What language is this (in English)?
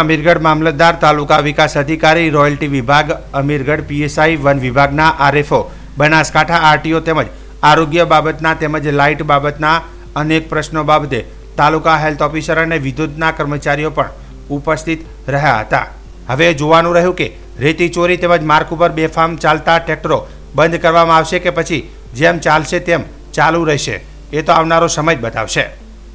Gujarati